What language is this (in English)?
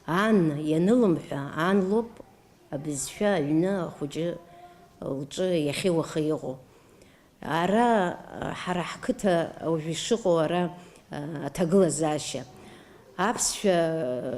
Abkhazian